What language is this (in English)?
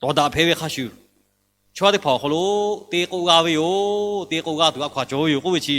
Lahu